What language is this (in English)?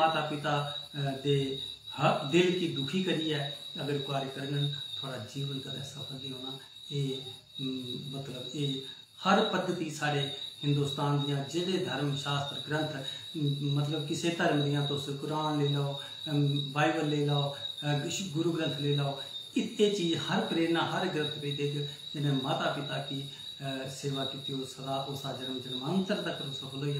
Dogri